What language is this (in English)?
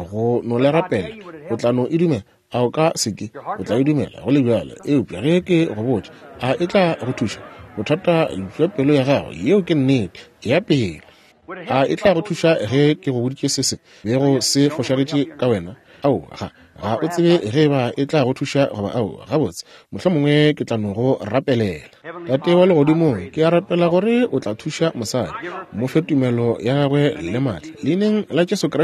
Northern Sotho